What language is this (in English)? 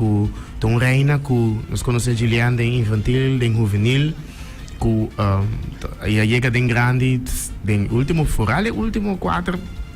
Papiamento